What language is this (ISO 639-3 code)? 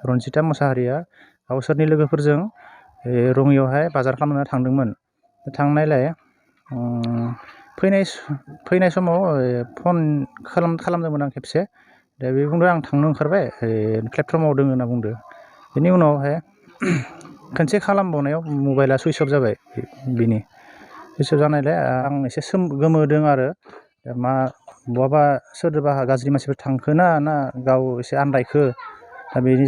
brx